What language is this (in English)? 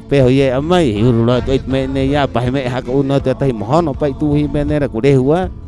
Rapanui